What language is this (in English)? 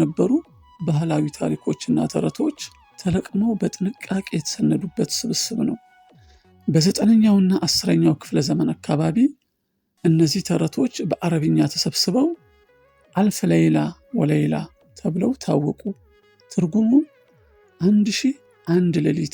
Amharic